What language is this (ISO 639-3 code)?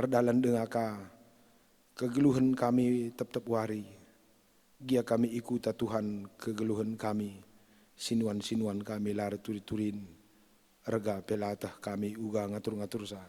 btx